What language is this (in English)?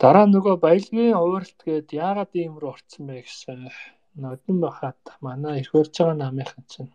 Mongolian